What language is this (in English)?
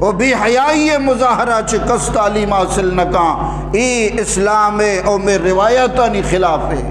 Eastern Balochi